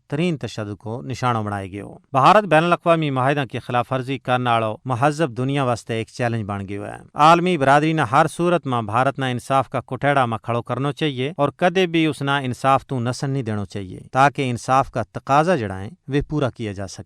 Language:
Gujari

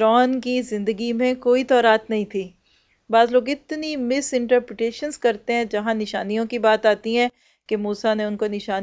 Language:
Urdu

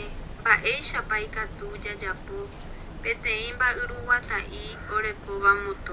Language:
Guarani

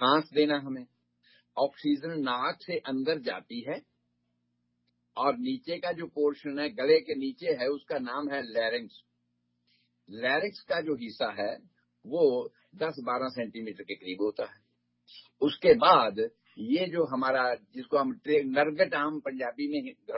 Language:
Urdu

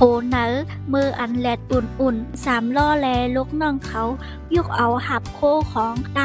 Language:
Shan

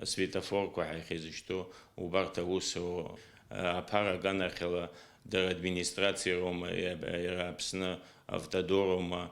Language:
Abkhazian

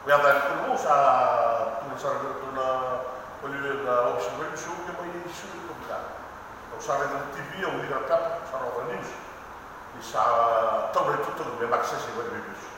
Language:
Fijian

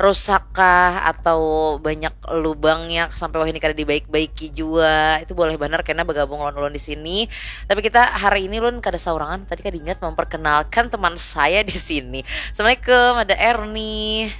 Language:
Banjar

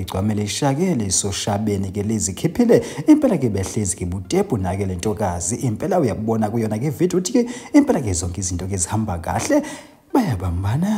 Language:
Zulu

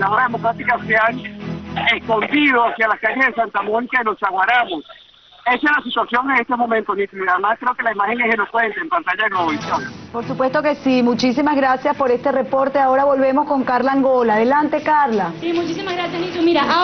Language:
Spanish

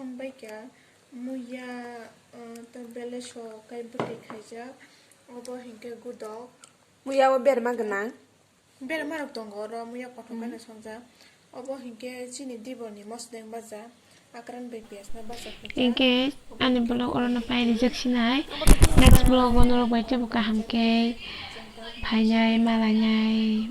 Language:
Kok Borok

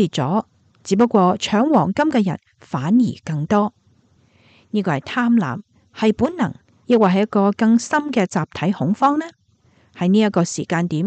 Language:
Cantonese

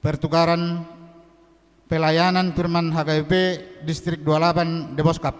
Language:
Batak Toba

